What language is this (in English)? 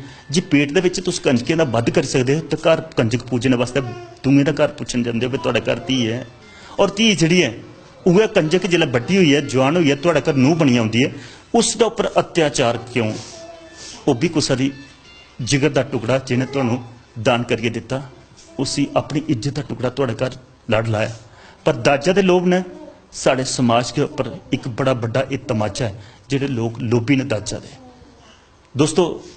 Dogri